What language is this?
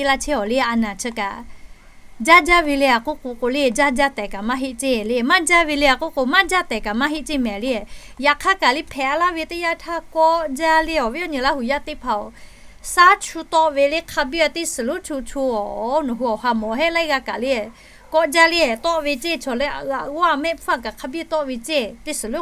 Lahu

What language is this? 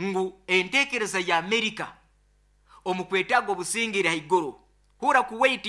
Nyoro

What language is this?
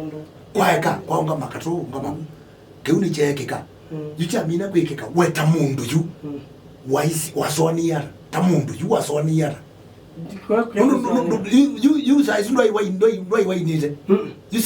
Kamba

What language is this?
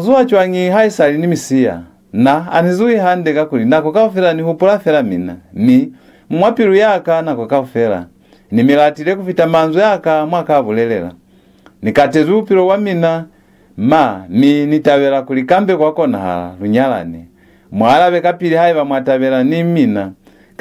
Lozi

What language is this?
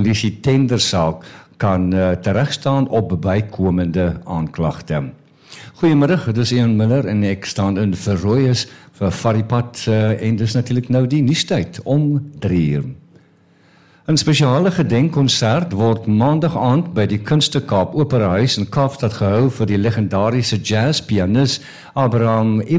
Afrikaans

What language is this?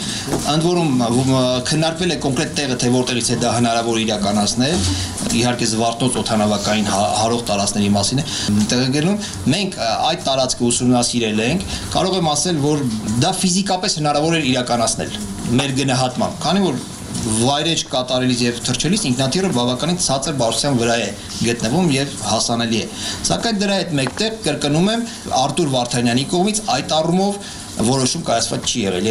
Armenian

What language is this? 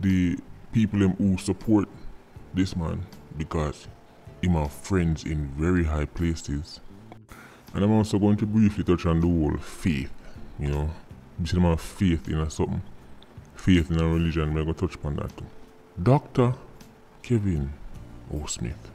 Jamaican Creole English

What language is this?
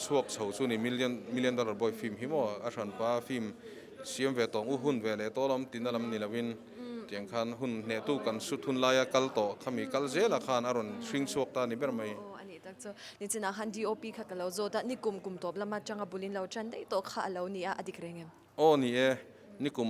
Mizo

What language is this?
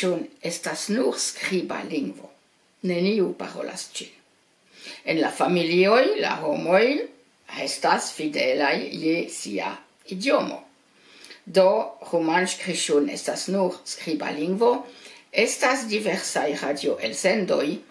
Esperanto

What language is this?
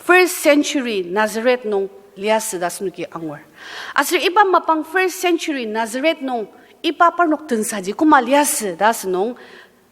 Ao Naga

